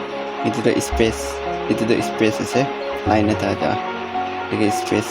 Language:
Naga Pidgin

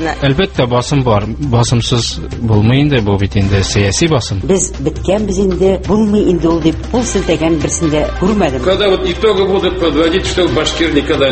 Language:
Tatar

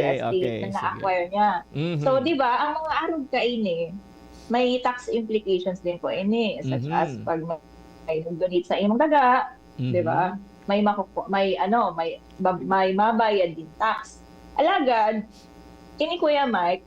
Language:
Bikol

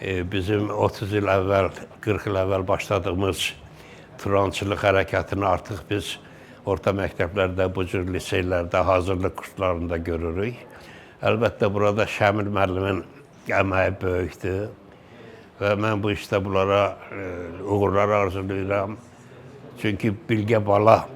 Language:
Azerbaijani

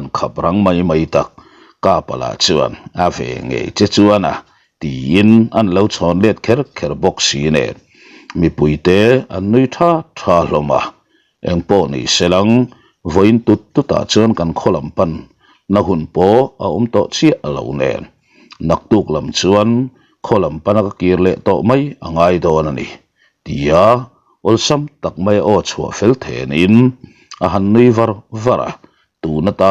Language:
Mizo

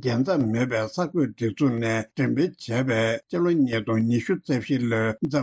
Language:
Tibetan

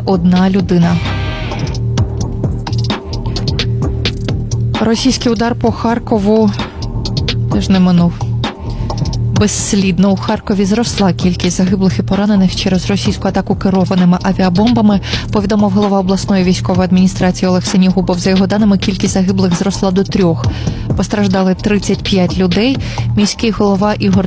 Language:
Ukrainian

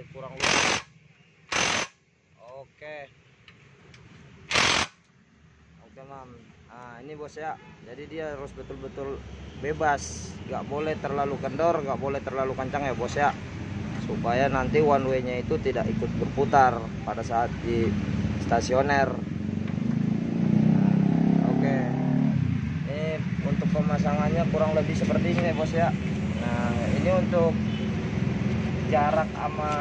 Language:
Indonesian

